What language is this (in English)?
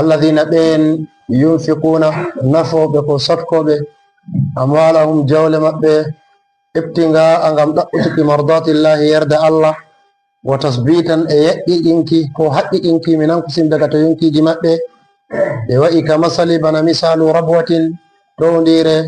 Fula